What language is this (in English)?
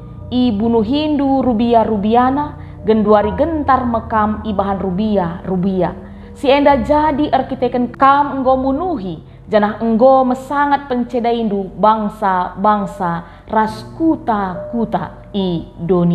Batak Karo